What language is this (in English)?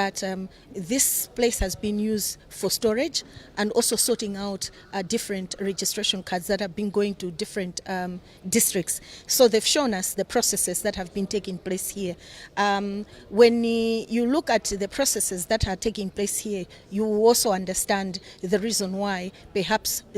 Nyanja